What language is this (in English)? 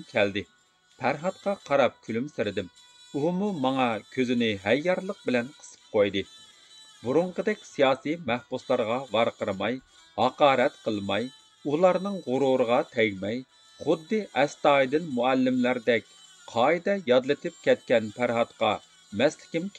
Uyghur